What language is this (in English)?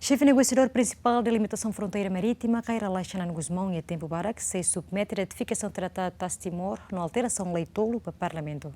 Tetum